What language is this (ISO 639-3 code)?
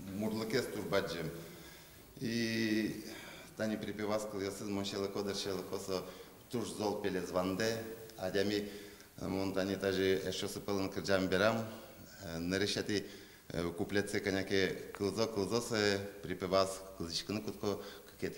udm